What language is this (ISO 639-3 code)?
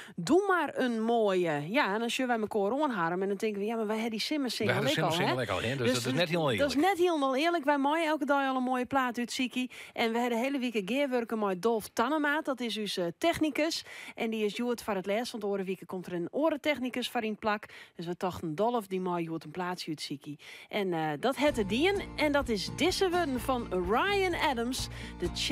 fry